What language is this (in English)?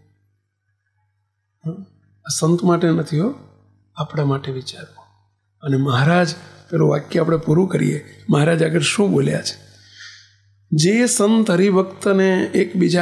Gujarati